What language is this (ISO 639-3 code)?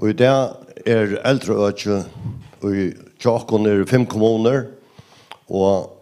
fao